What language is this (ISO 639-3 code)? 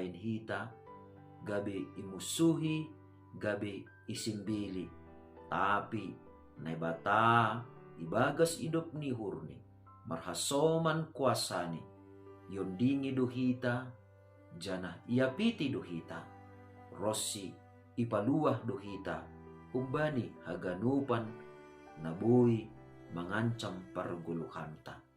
bts